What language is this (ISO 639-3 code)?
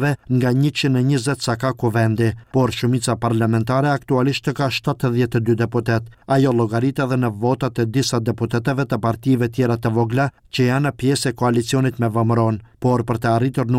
sqi